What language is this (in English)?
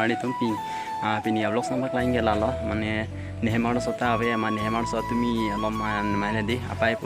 Karbi